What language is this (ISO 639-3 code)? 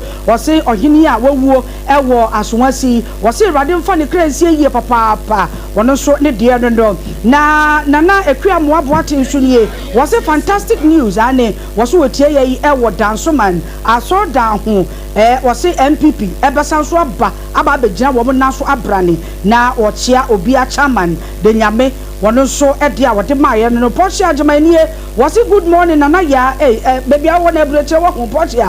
aka